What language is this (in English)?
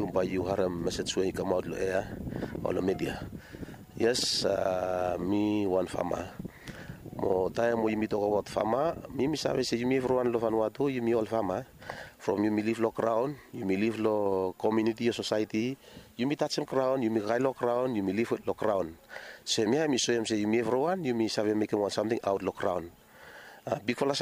Bislama